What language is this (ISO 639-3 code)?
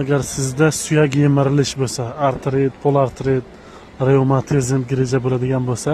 uzb